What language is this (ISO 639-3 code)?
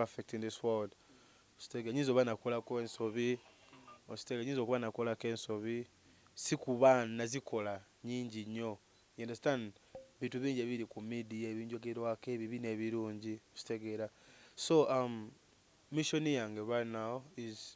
lug